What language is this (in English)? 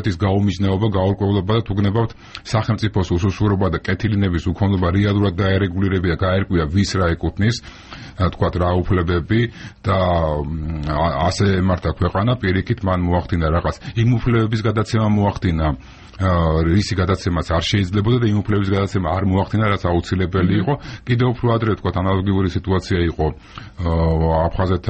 Georgian